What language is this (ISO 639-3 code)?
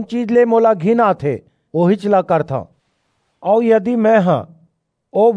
hne